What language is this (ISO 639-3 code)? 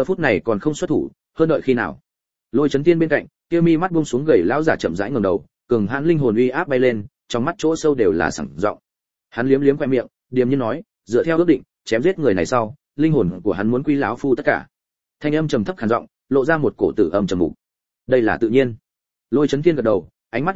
vie